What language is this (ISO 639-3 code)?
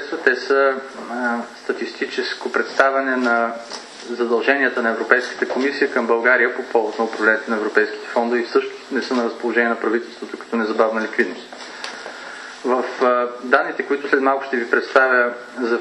bul